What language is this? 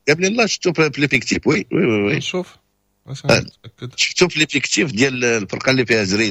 Moroccan Arabic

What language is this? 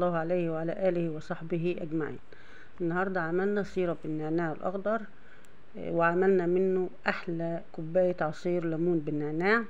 Egyptian Arabic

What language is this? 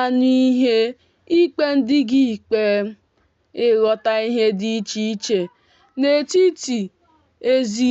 Igbo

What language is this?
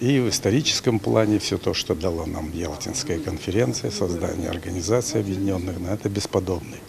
Crimean Tatar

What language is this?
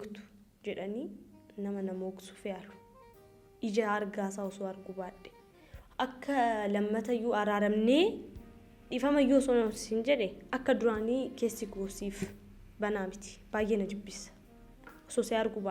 Oromo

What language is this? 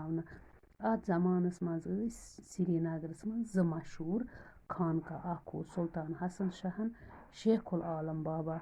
Kashmiri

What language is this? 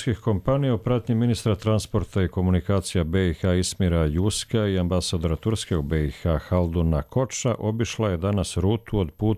Croatian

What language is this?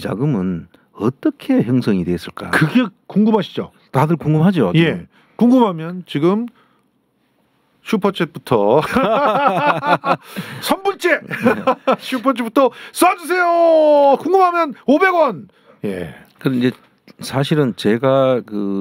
Korean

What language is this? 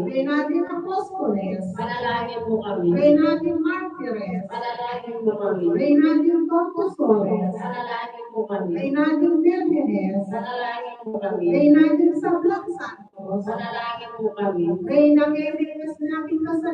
Pampanga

